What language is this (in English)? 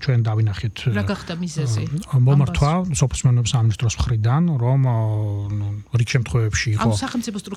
Georgian